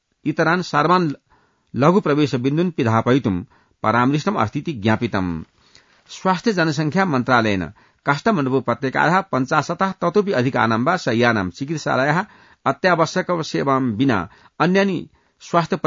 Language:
Sanskrit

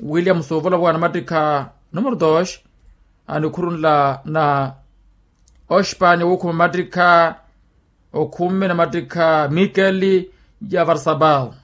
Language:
Makhuwa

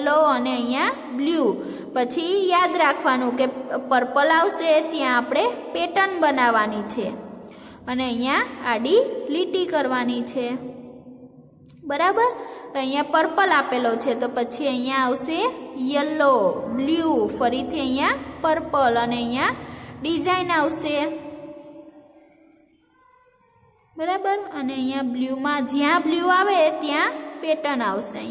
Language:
Gujarati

